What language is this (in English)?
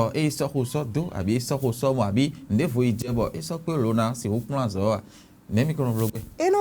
Fon